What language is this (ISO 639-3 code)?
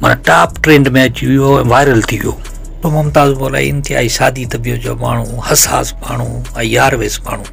snd